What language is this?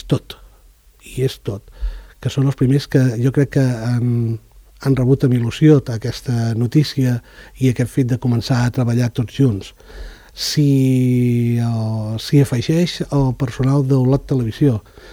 Catalan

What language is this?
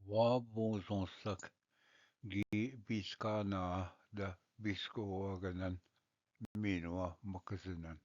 Ojibwa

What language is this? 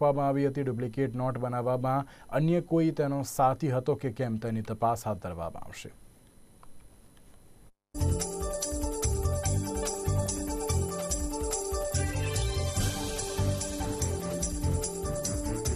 Gujarati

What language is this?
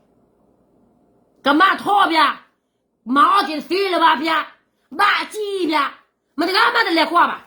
S'gaw Karen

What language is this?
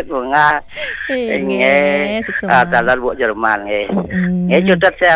Balinese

